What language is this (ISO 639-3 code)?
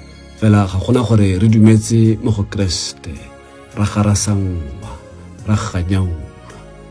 tsn